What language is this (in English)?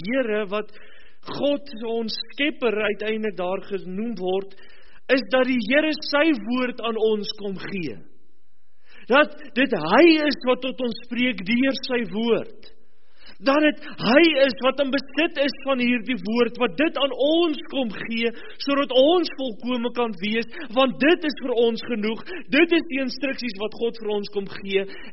Afrikaans